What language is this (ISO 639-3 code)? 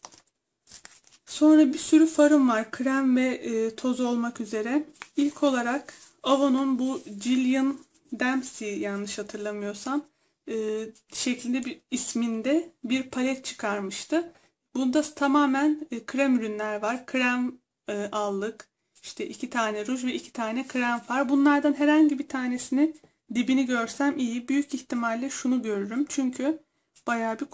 tur